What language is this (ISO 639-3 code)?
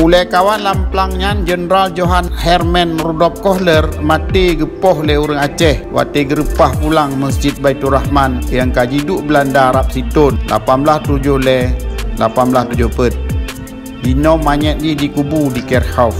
ace